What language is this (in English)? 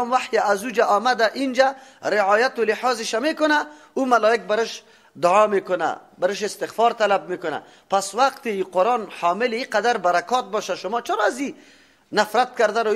Tajik